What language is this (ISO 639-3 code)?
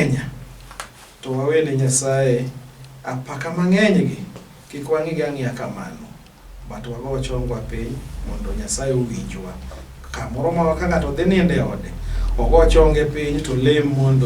luo